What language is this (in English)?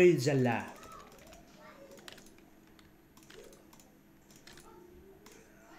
Persian